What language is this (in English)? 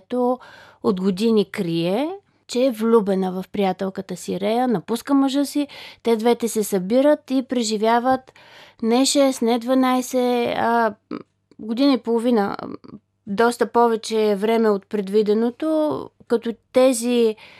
Bulgarian